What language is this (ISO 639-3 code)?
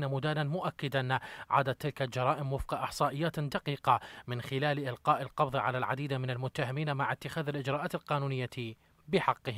ara